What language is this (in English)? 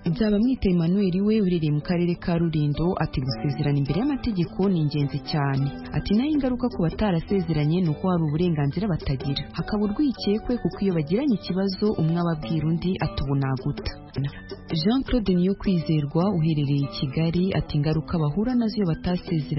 Kinyarwanda